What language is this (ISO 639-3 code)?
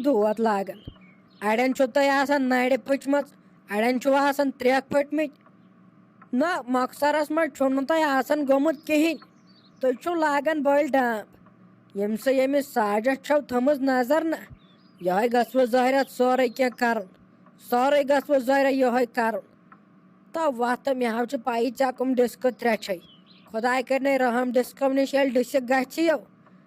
kas